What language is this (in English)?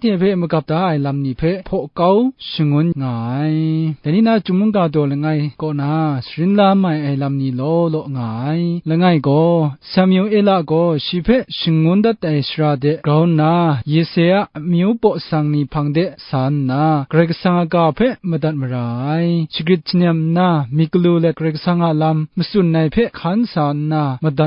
Kachin